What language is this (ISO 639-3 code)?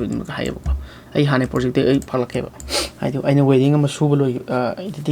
mni